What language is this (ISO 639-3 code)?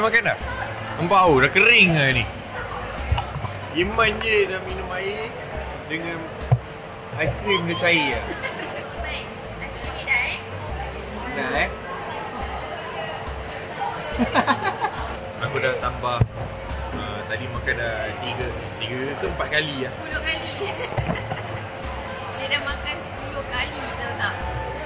msa